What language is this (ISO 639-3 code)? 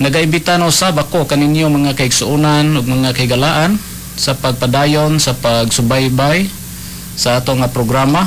ceb